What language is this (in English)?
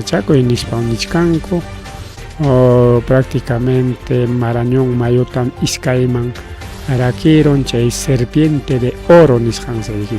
Ayacucho Quechua